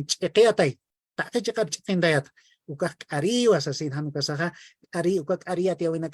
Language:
Aymara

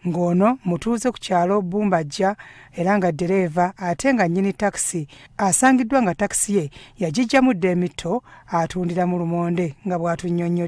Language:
Ganda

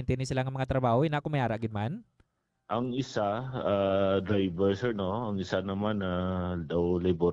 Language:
Hiligaynon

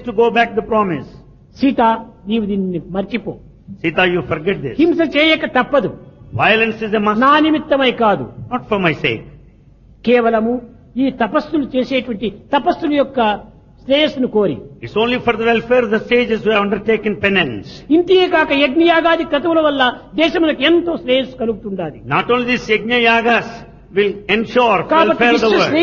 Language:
Telugu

